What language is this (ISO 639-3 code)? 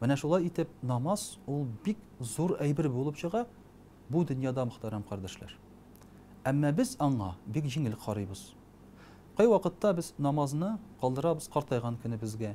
tat